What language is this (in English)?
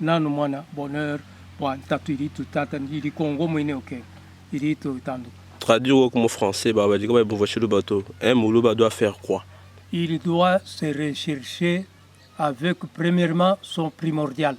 Luba-Lulua